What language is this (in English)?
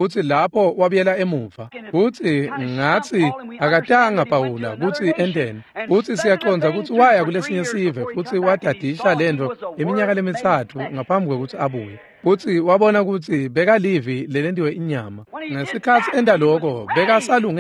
Swati